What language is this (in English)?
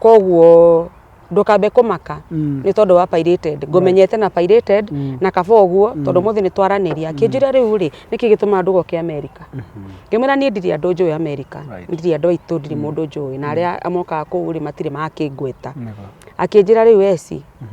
Kikuyu